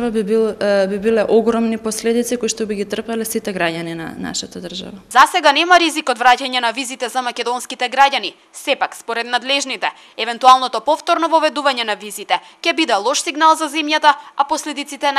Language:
Macedonian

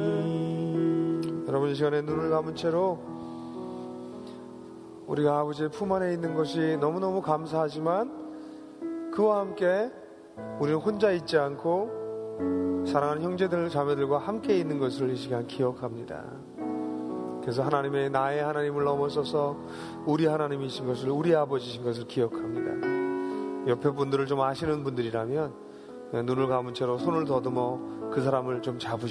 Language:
Korean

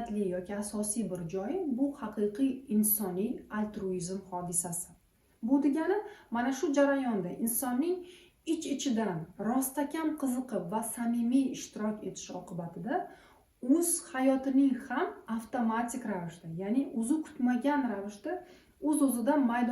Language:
Uzbek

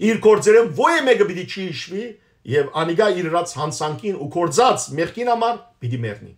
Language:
Western Armenian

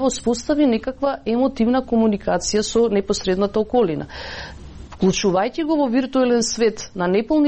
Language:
Macedonian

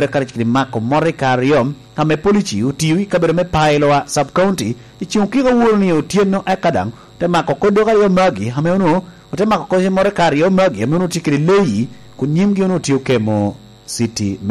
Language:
Lango (Uganda)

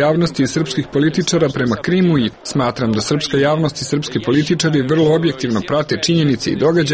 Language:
Serbian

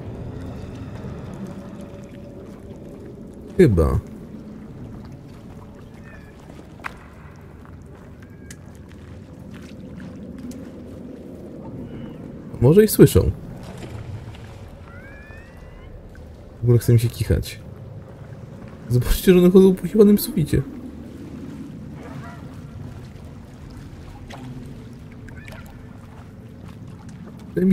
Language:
Polish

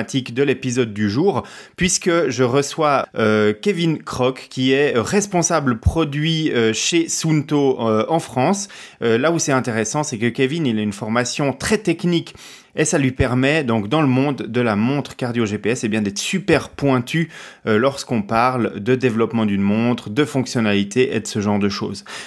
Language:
French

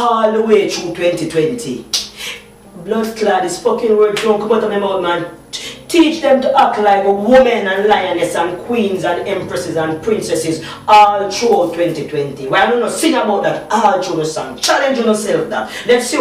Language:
Jamaican Creole English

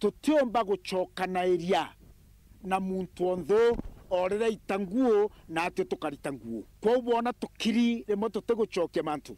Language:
Meru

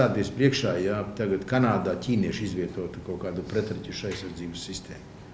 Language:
Latvian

